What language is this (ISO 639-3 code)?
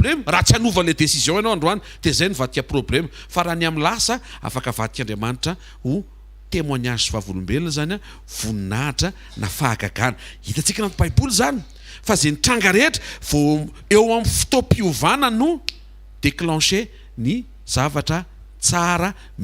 mlg